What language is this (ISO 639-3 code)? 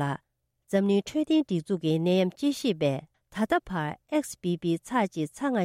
bod